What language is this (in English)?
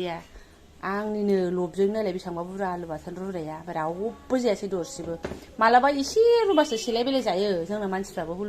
Bodo